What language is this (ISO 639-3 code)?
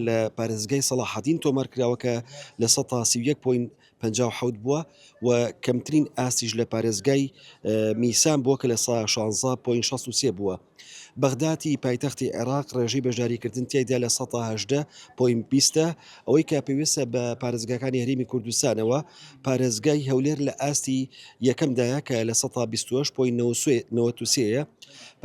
ckb